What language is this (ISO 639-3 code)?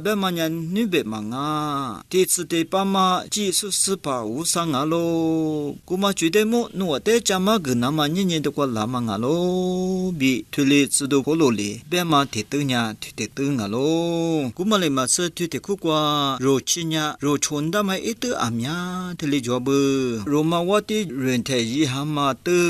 lis